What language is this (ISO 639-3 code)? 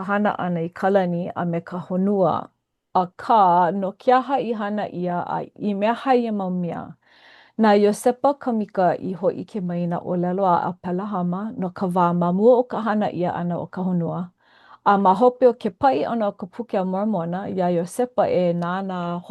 haw